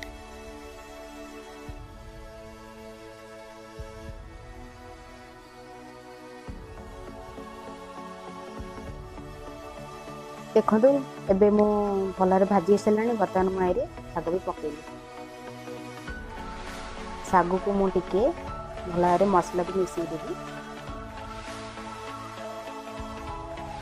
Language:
Odia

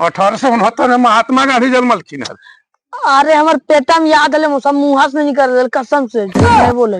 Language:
Magahi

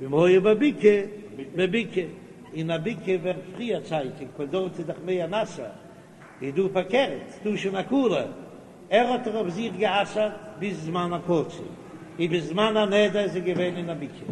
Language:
Yiddish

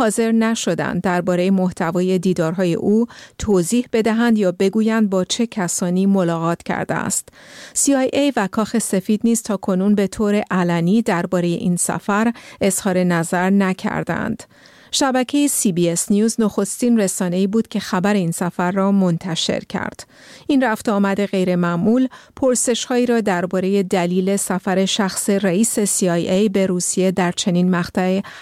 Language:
Persian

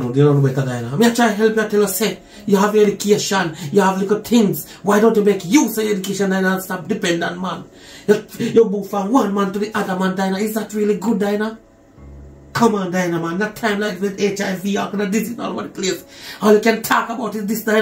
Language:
Jamaican Creole English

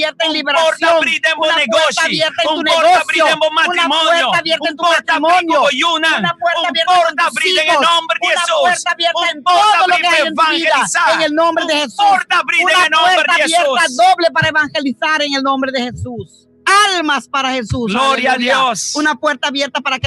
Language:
Papiamento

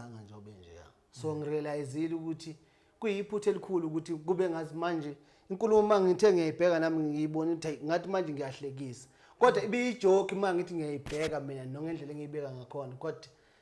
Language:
Zulu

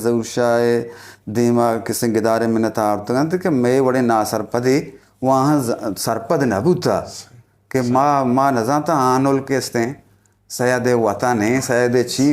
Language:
Eastern Balochi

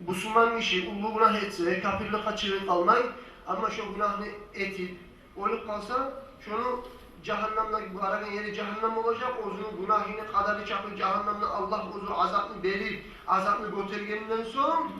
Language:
Kumyk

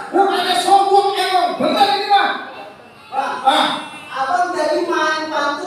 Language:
Betawi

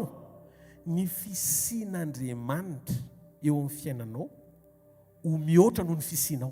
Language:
Malagasy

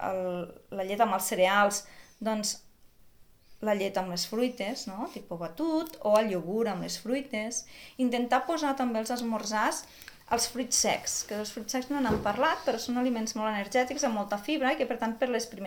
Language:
Catalan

